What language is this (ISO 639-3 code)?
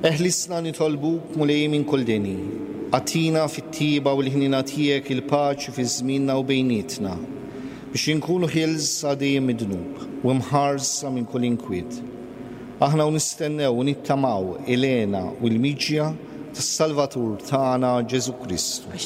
mlt